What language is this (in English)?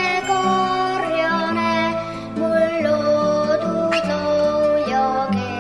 Estonian